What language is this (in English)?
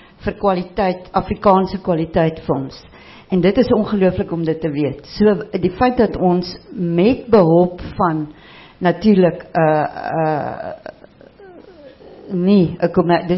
Afrikaans